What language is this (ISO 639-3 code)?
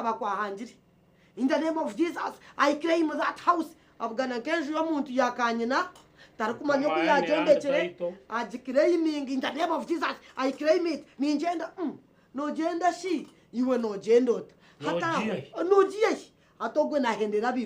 nyn